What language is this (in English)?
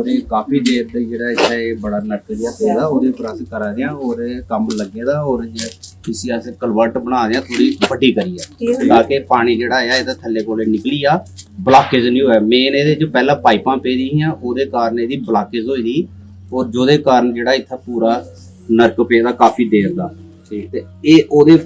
Dogri